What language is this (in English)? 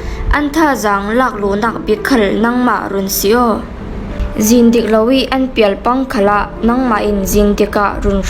Falam Chin